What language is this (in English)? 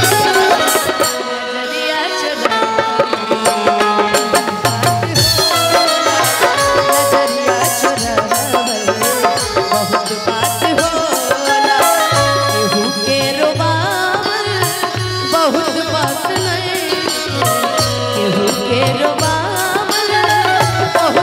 Bhojpuri